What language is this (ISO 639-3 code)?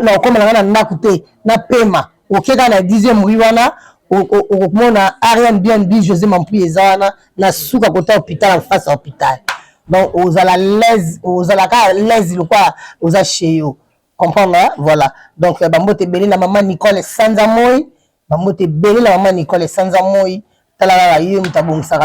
lin